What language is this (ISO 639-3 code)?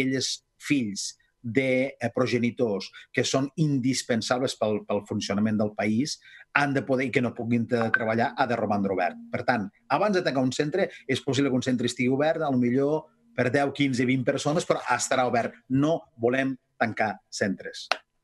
cat